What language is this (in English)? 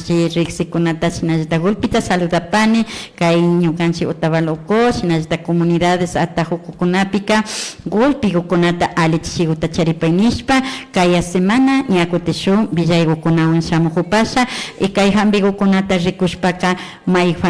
Imbabura Highland Quichua